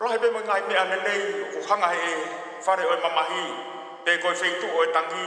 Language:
Tongan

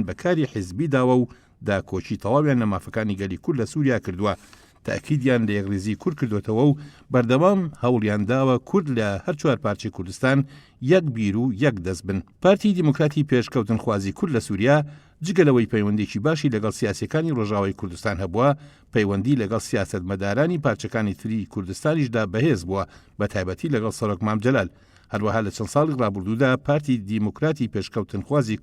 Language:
Central Kurdish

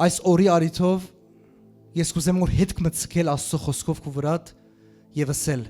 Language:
Western Armenian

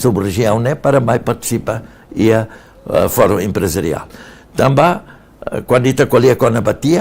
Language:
Tetum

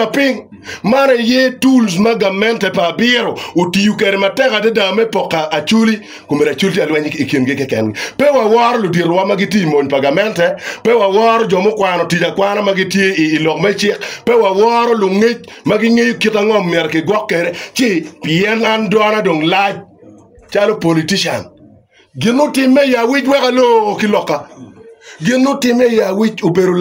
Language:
Acoli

